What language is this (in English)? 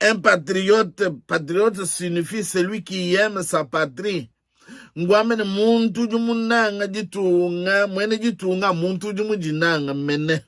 Luba-Lulua